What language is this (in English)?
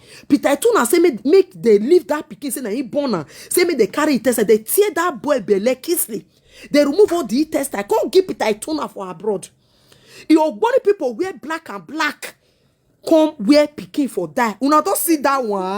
Nigerian Pidgin